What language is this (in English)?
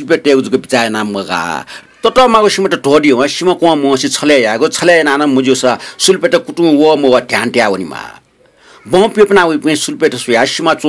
Newari